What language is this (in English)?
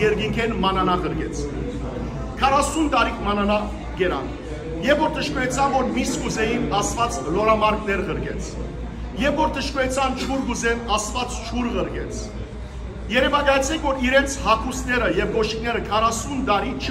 Western Armenian